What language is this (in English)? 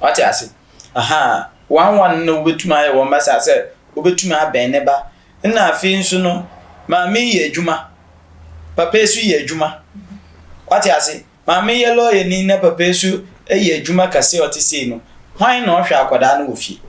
Akan